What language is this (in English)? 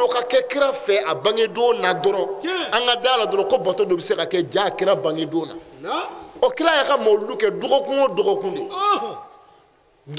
Bambara